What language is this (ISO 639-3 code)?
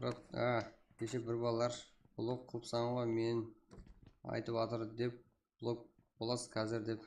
kaa